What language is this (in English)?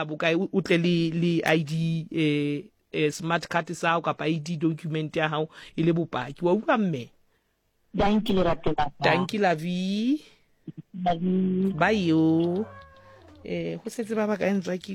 Southern Sotho